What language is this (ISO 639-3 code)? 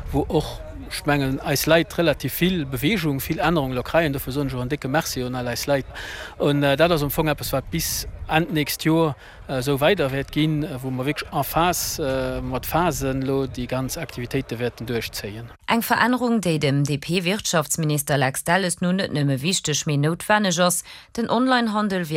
ltz